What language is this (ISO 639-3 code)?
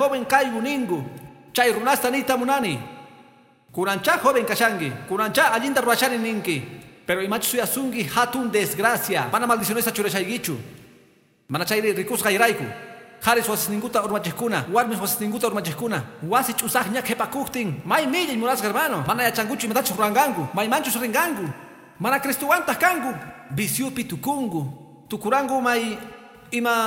que